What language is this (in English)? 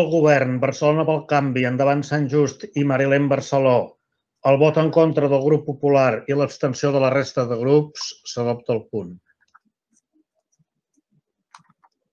Catalan